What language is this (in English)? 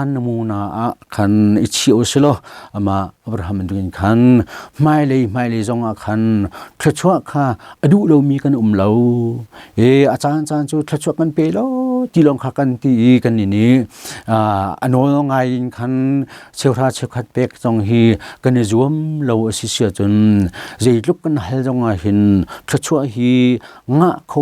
Hakha Chin